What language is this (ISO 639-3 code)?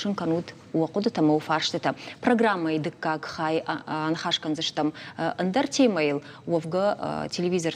oss